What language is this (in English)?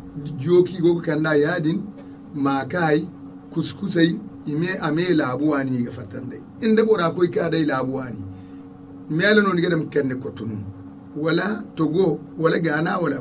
Zarma